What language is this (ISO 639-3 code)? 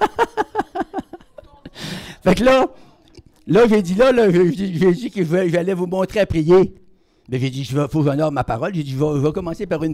fra